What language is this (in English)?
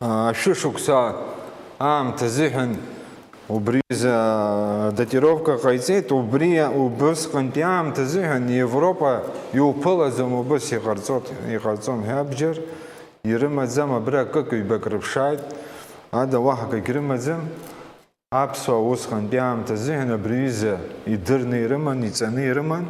Abkhazian